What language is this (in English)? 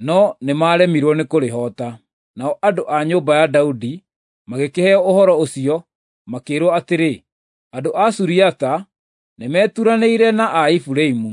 Kikuyu